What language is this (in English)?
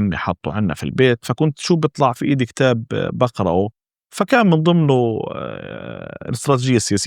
North Levantine Arabic